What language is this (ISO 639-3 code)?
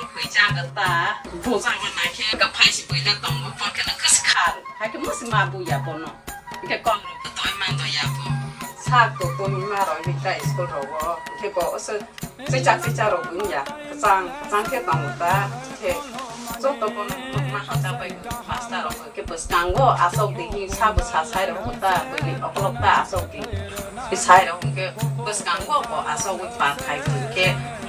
trp